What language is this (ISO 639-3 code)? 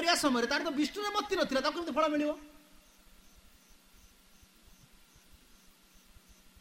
ori